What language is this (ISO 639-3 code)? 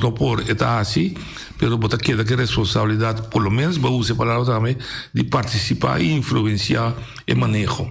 pap